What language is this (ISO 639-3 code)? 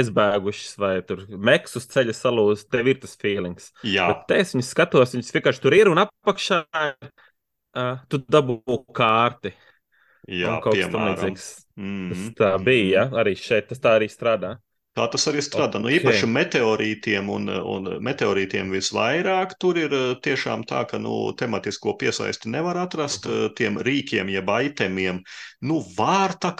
lav